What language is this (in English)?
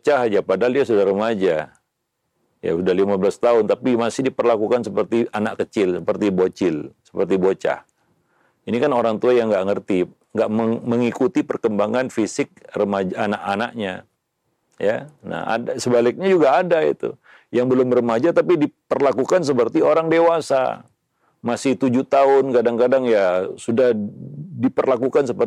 Indonesian